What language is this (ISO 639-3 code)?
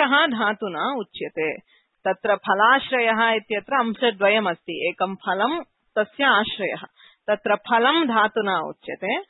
san